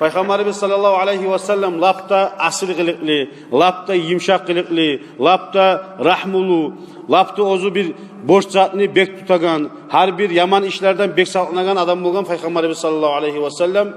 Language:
Kumyk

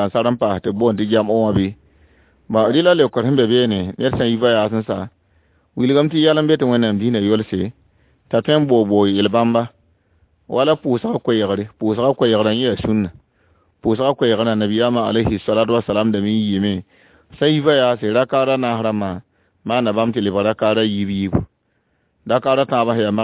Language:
Mossi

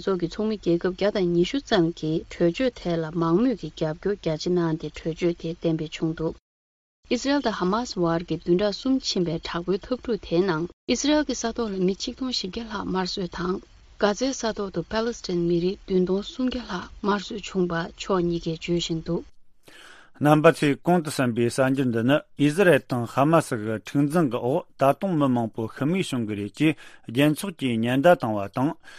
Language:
Tibetan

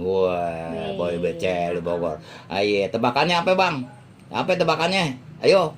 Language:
Betawi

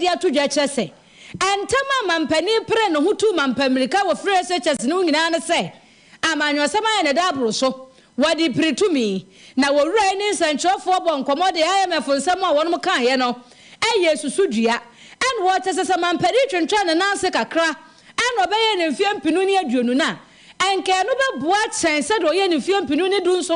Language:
Akan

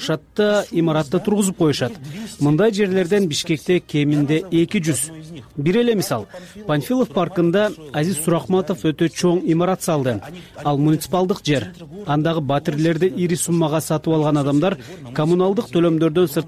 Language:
Kyrgyz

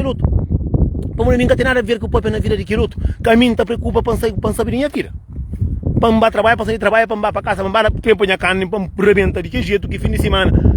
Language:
Kabuverdianu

